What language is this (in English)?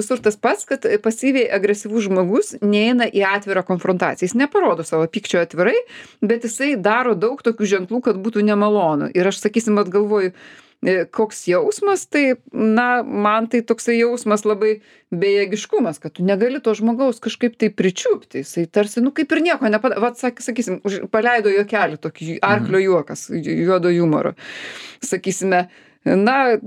Lithuanian